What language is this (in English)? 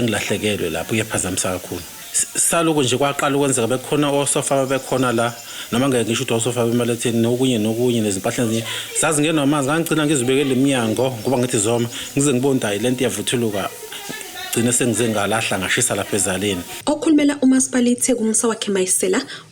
Zulu